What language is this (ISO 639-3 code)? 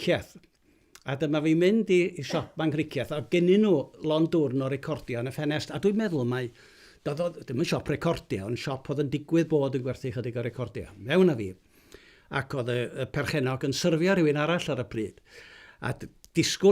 cym